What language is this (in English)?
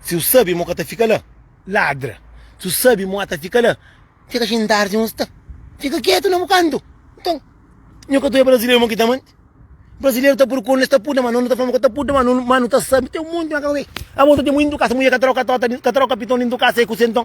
Kabuverdianu